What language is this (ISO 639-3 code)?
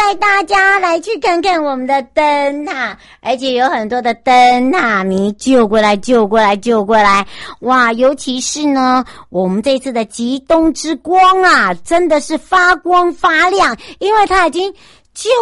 zho